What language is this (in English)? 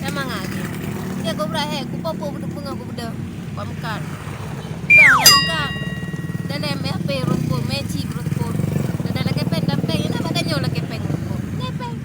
Achinese